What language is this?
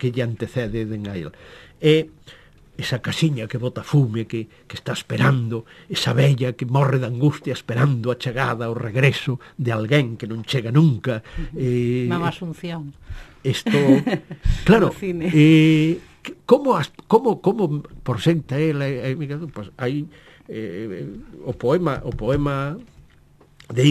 Galician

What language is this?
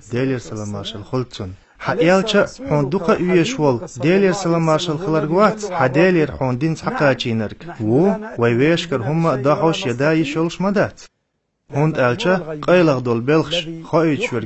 Chechen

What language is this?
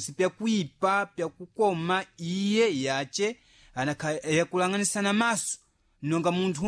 Sena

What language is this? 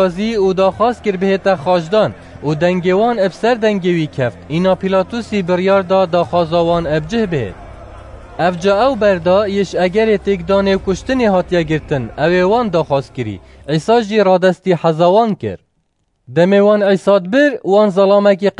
Kurdish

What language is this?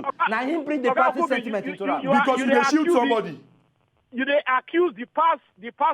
Nigerian Pidgin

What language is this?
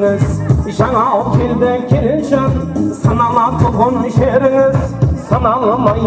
Kara-Kalpak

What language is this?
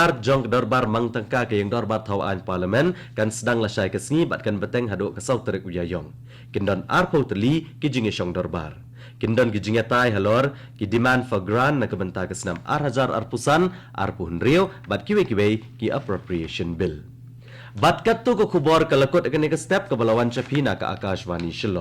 Khasi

